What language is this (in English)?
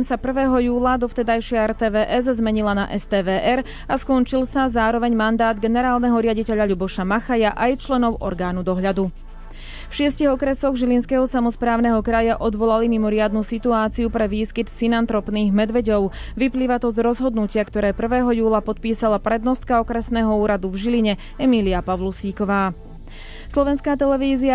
Slovak